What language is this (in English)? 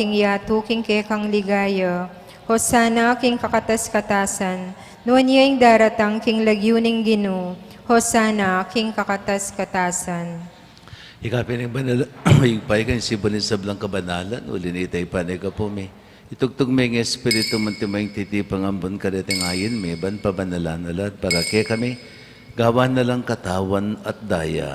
Pampanga